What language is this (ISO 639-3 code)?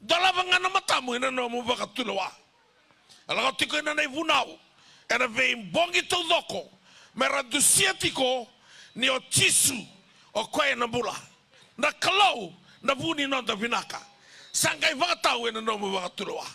fij